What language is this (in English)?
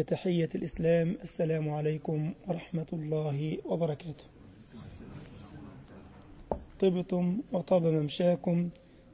Arabic